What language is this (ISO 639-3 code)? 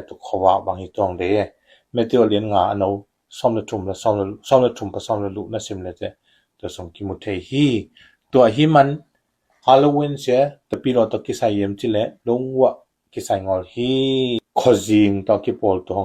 ctd